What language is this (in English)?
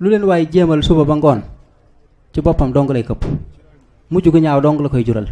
Wolof